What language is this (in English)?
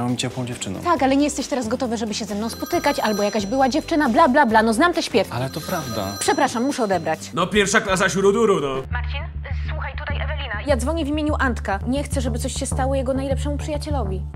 Polish